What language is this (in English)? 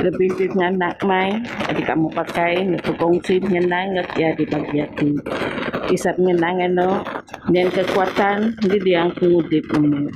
Biatah Bidayuh